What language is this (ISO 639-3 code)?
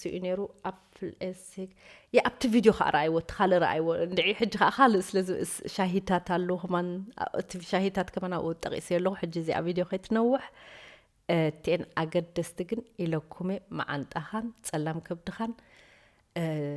tir